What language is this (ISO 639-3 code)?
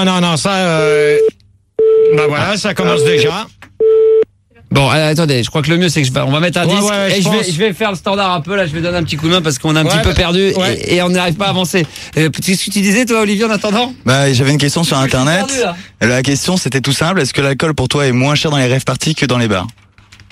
fra